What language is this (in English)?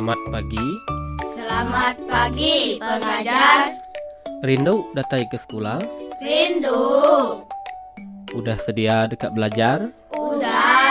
Iban